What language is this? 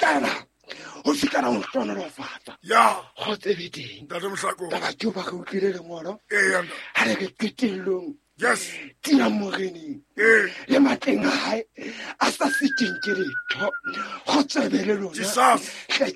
Southern Sotho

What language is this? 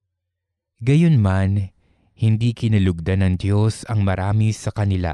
Filipino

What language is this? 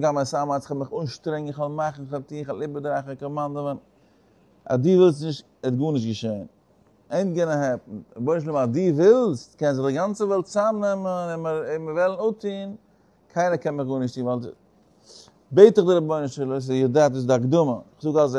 Yiddish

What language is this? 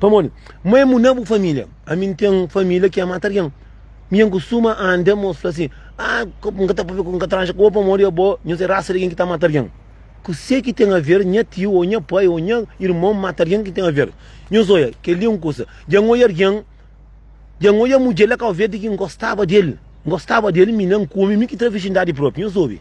Kabuverdianu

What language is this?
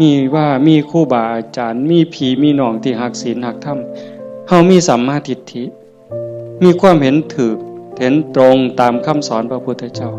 Northeastern Thai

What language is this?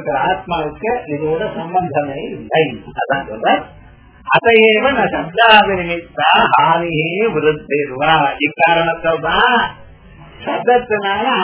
Tamil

